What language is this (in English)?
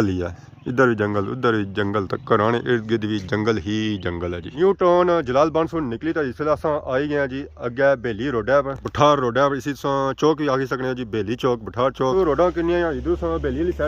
Pahari-Potwari